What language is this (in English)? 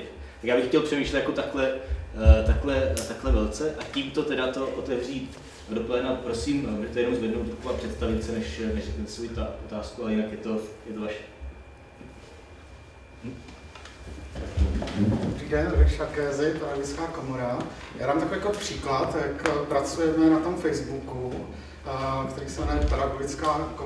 Czech